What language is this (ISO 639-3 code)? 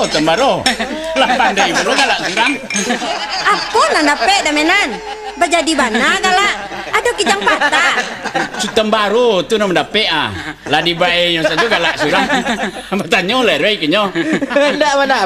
min